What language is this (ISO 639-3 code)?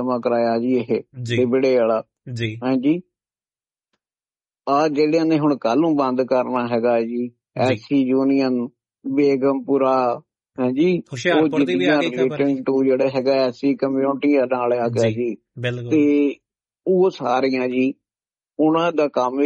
pan